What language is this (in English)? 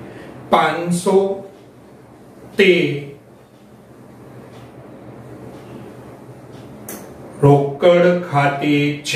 Gujarati